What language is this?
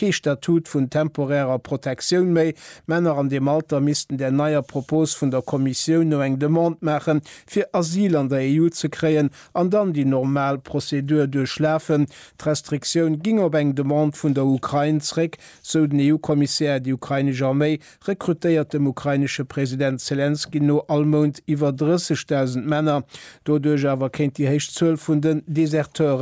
Luxembourgish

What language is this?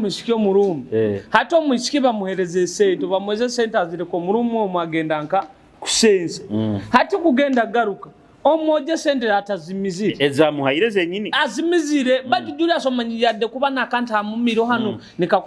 Nyoro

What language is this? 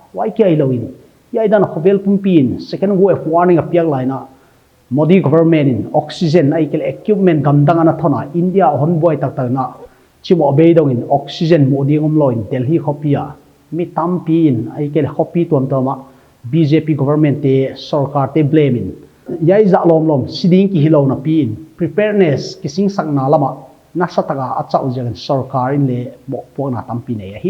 Paite Chin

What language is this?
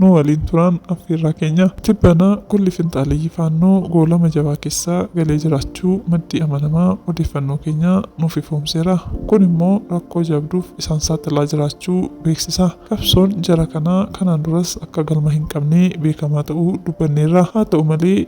Oromo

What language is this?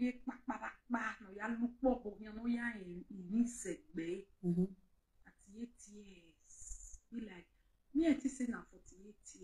Nigerian Pidgin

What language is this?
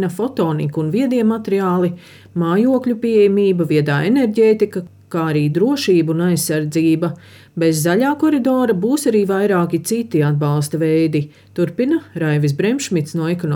Latvian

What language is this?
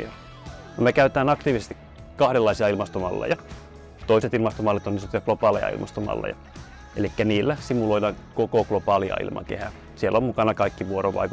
Finnish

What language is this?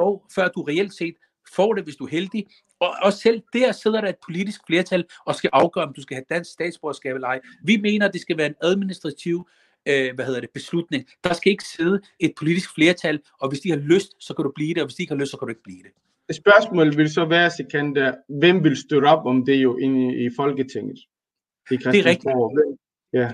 Danish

